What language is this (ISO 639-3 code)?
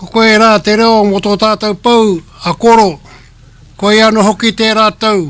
mri